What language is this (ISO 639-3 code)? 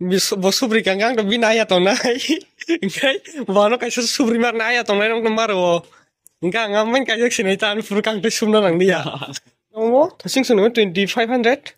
trp